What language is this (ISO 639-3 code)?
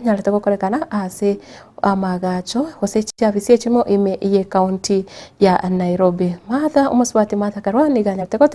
guz